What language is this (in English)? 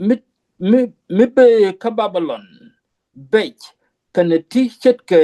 Nuer